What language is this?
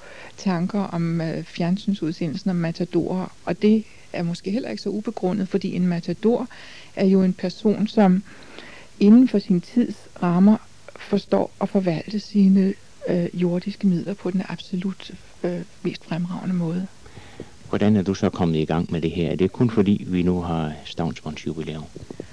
Danish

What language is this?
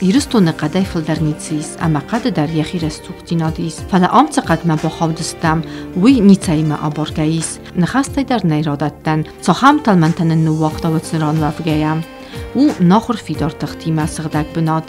Ossetic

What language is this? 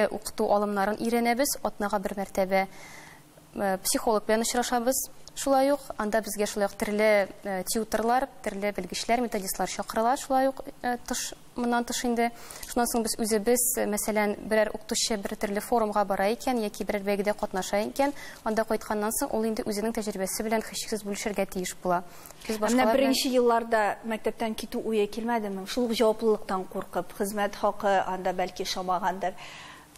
Tatar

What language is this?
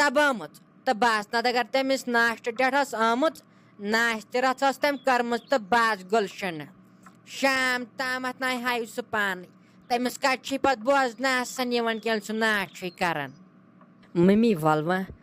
Kashmiri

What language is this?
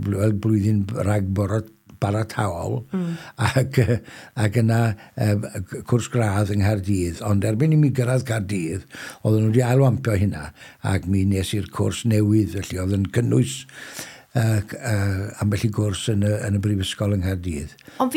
Welsh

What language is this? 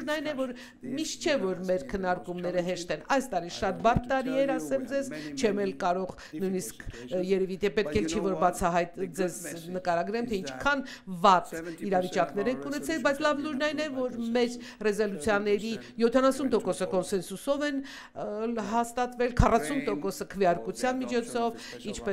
Armenian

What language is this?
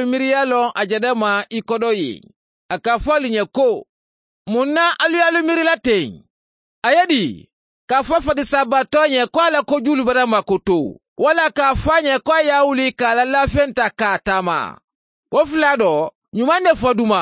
Mandingo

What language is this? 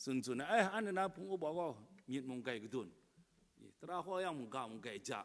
Kachin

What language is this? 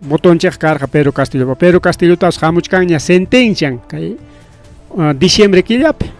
Ayacucho Quechua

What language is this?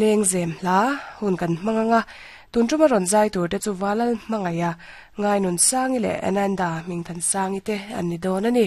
Mizo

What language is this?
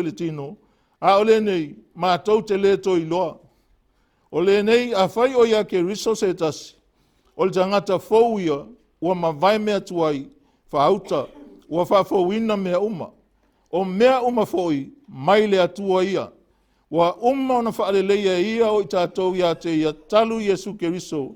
Samoan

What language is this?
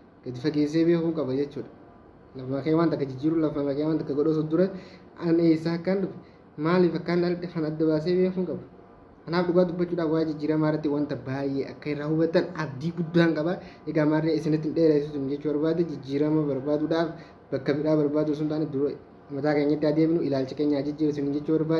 Oromo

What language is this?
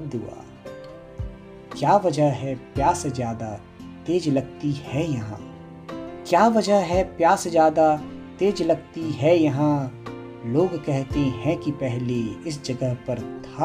Hindi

